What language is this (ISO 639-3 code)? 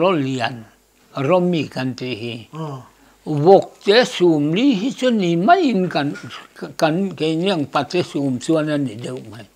lus